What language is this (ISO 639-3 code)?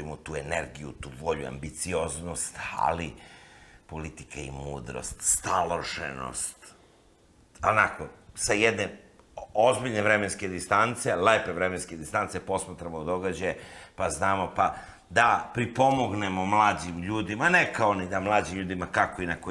srp